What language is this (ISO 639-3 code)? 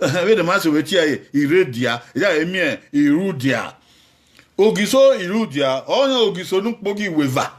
bin